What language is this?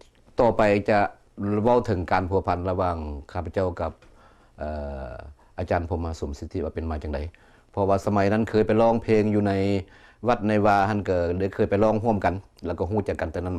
Lao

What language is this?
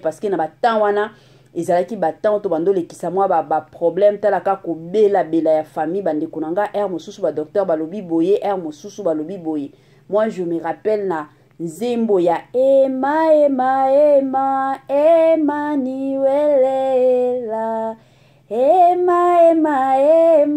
Lingala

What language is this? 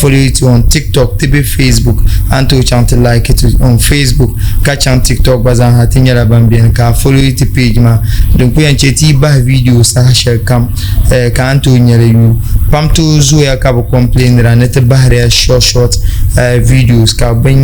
Dagbani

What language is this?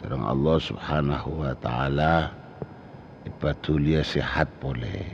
Madurese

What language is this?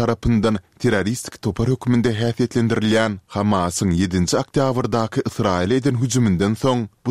Turkmen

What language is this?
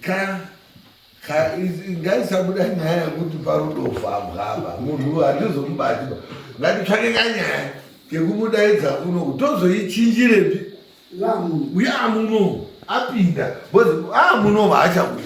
Shona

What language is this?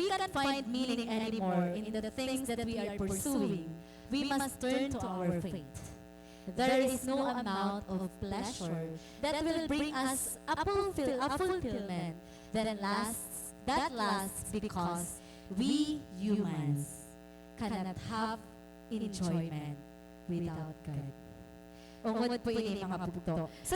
Waray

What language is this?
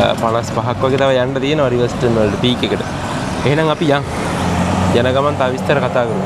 Sinhala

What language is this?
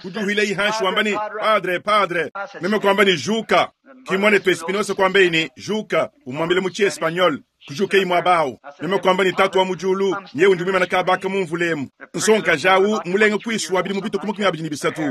Luba-Lulua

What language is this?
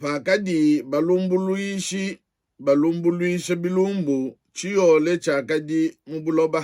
Luba-Lulua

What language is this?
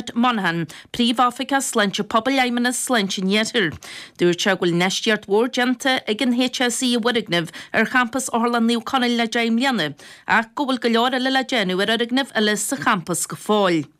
Irish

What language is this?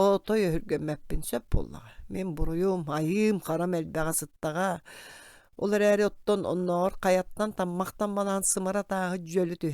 Yakut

